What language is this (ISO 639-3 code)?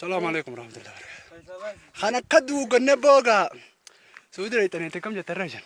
orm